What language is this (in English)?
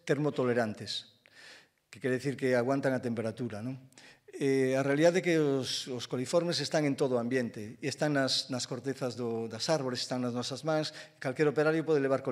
Galician